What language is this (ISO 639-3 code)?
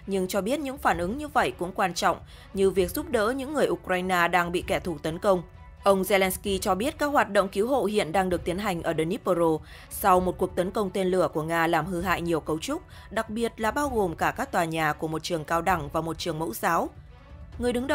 vie